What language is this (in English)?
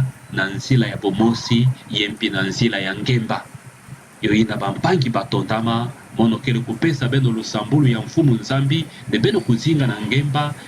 Kituba (Democratic Republic of Congo)